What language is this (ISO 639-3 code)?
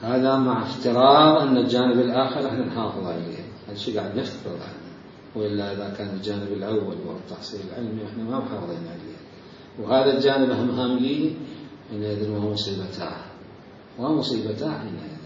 acm